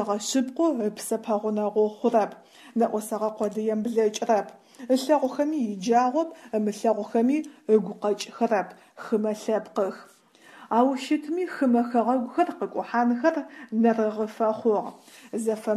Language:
Adyghe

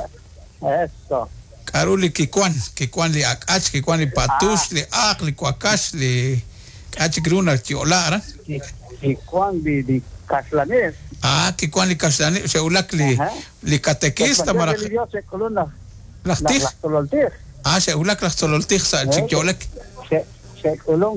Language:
Kekchí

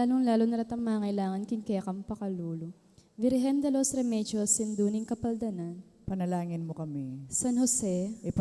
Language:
Pampanga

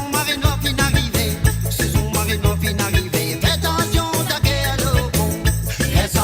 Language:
Morisyen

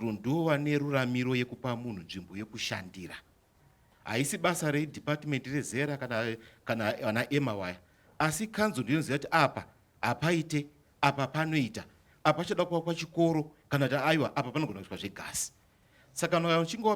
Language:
Shona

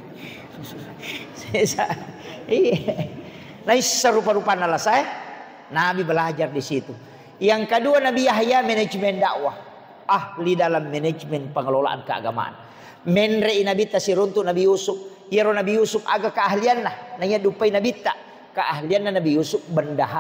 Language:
Buginese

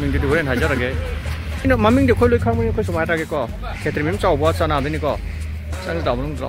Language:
Manipuri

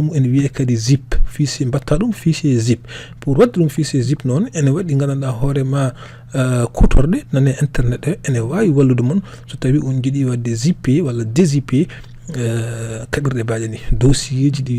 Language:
Fula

